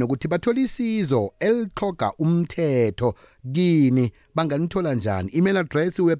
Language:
South Ndebele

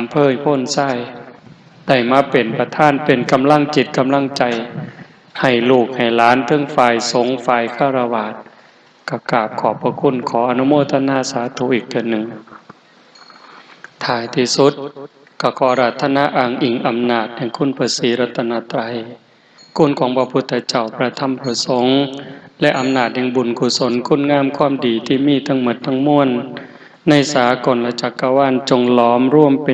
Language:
Lao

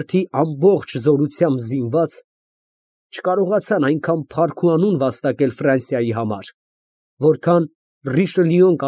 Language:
Armenian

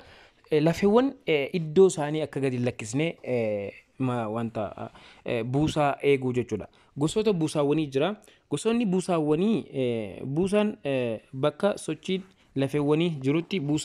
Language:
Oromo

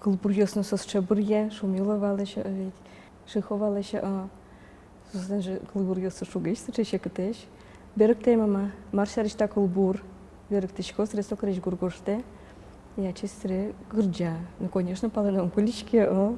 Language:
Udmurt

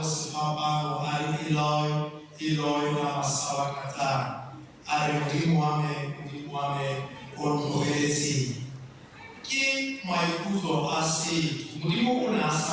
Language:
Tswana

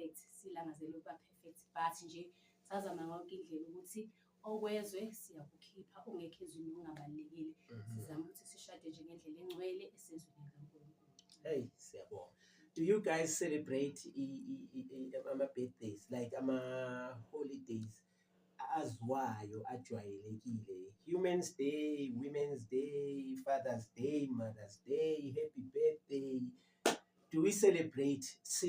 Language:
Zulu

